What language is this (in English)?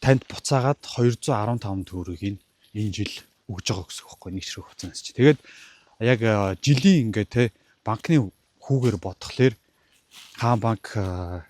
Mongolian